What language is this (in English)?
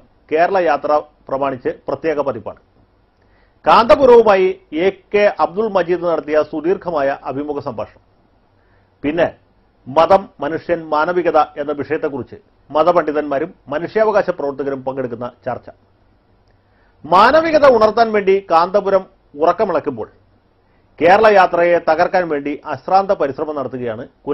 Malayalam